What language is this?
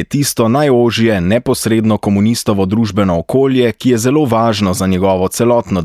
Slovenian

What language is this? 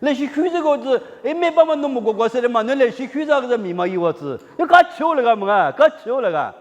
Lisu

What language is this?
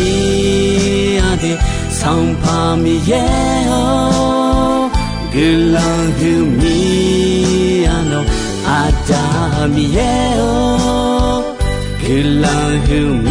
Akha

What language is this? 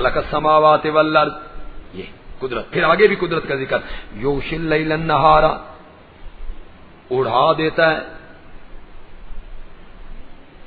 Urdu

